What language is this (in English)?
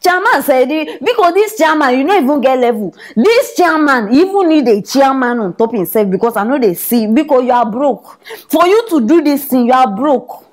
Nigerian Pidgin